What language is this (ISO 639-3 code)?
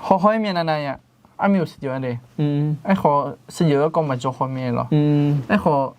ahk